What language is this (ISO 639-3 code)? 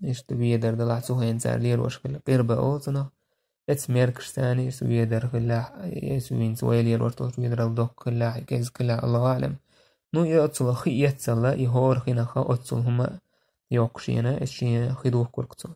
che